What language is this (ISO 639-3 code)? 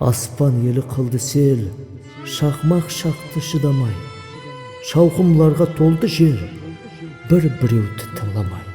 kaa